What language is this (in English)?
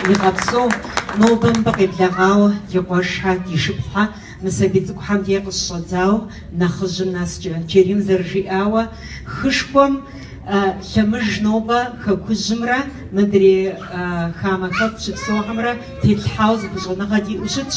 Kabardian